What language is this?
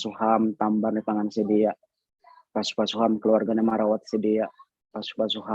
Batak Simalungun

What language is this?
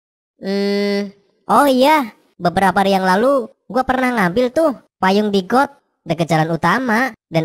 Betawi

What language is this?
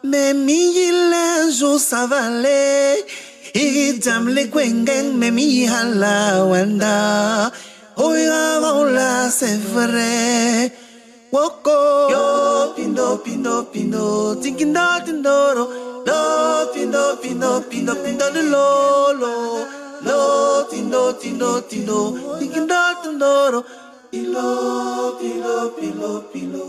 Basaa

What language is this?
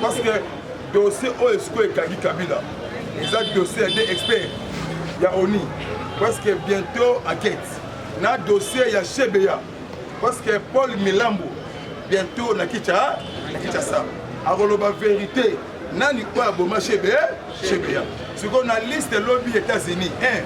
Lingala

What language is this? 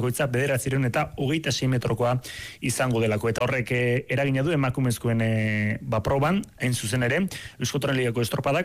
Basque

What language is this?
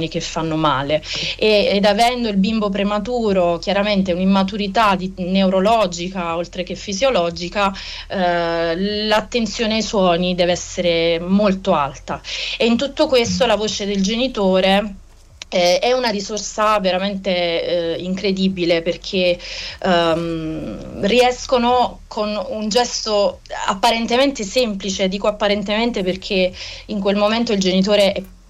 Italian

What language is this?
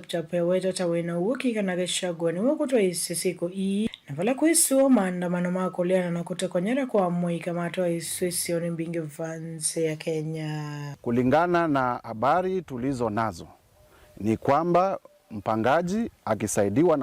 Kamba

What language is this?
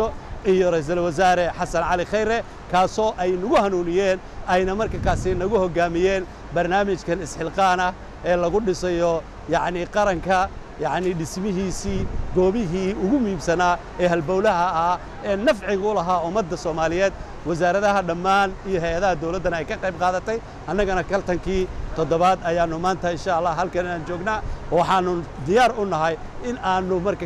Somali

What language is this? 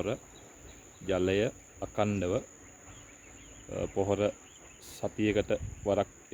Sinhala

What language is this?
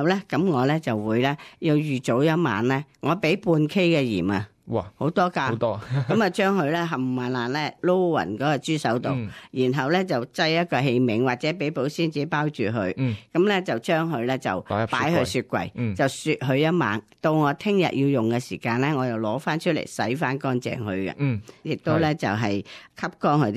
Cantonese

